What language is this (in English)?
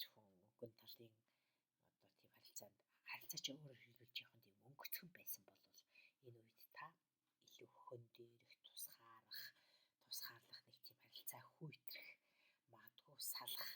Mongolian